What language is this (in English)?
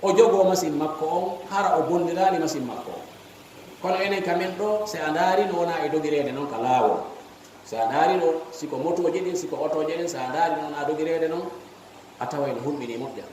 Fula